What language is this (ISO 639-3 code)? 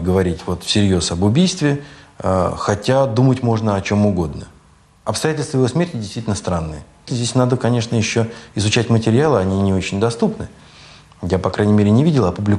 rus